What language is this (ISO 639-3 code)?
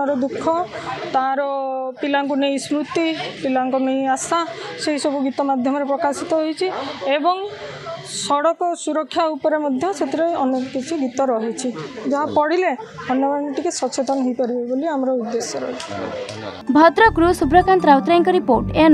ori